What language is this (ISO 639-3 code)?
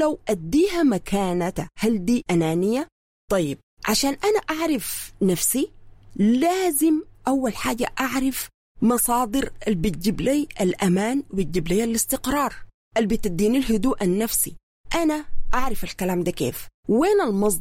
apd